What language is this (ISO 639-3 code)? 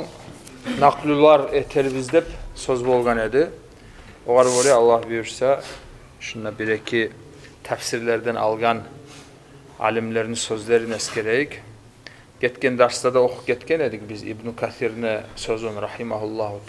kum